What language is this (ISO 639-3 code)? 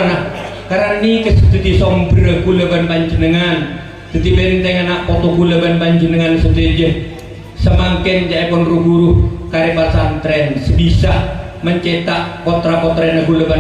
mad